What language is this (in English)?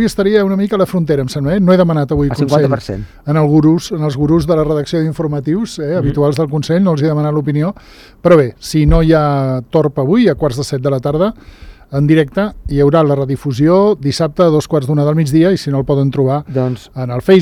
Catalan